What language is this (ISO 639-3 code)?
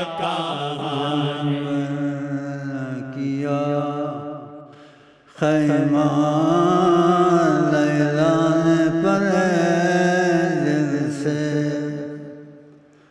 urd